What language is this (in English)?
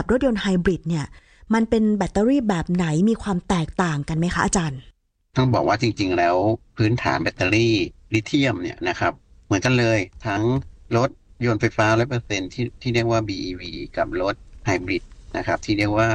Thai